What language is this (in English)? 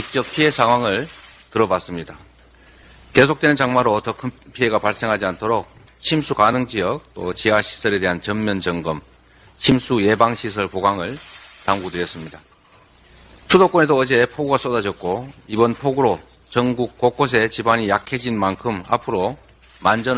Korean